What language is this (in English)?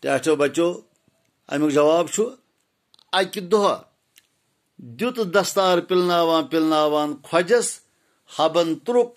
Kashmiri